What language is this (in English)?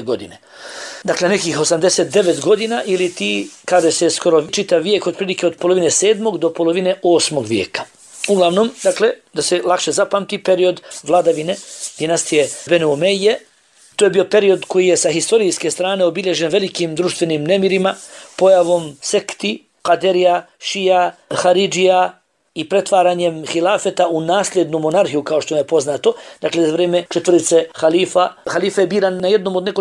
Bosnian